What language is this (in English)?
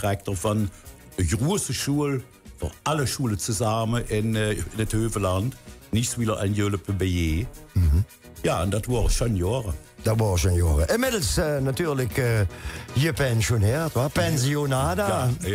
Limburgish